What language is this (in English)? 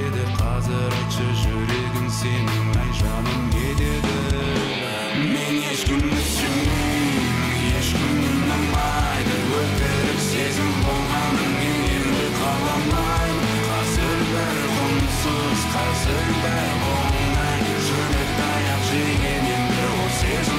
Kazakh